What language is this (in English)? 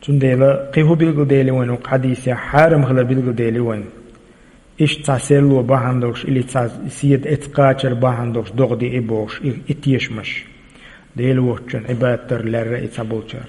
Chechen